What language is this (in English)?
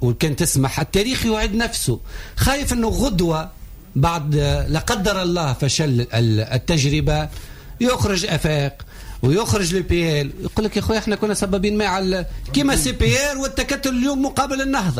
Tunisian Arabic